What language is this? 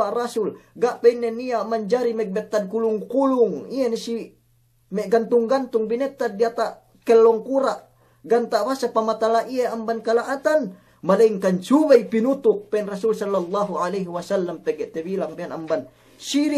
Yakan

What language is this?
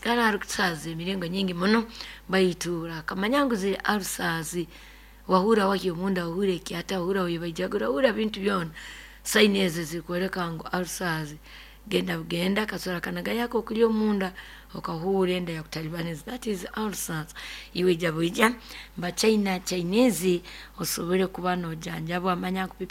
Nyoro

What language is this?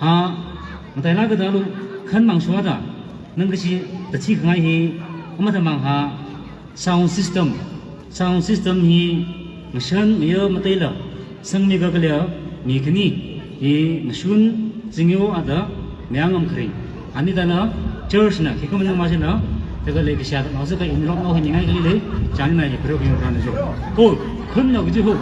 Tangkhul Naga (India)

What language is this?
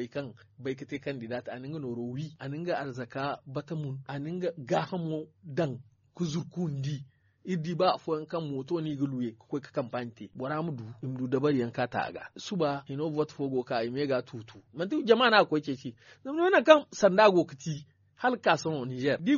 Zarma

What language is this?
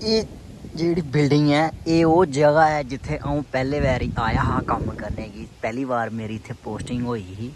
Dogri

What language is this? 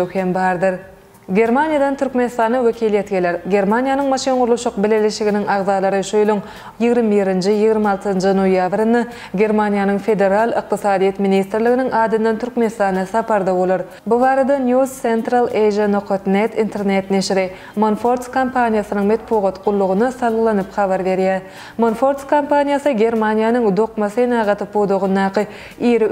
Turkmen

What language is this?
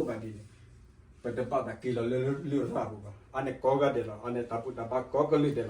S'gaw Karen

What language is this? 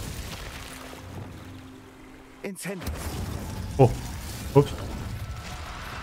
German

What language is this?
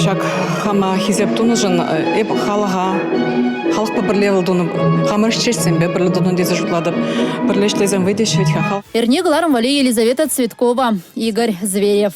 Chuvash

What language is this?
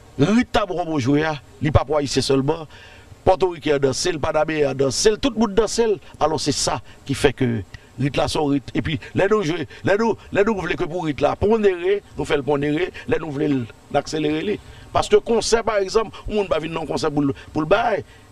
Haitian Creole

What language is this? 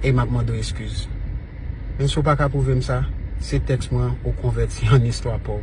Haitian Creole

